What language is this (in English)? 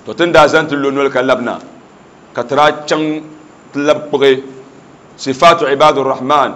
Dagbani